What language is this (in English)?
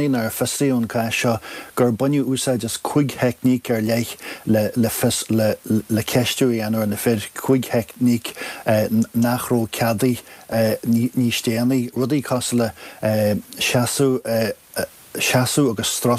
Irish